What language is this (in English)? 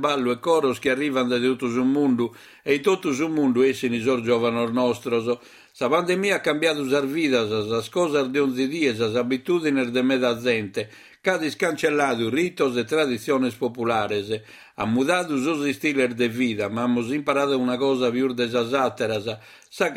Sardinian